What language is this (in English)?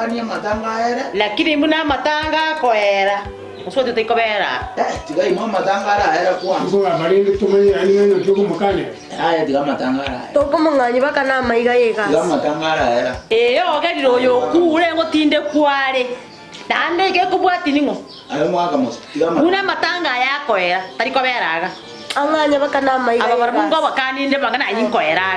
Gusii